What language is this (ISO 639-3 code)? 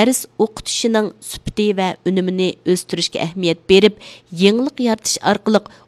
uig